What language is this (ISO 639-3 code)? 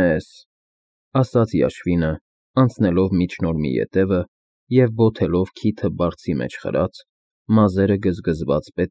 hye